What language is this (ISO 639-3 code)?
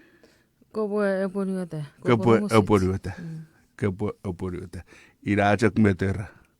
chk